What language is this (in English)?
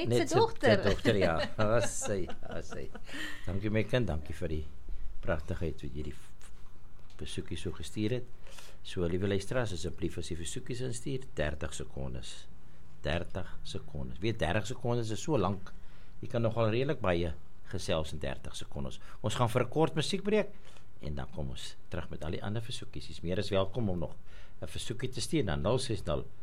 Afrikaans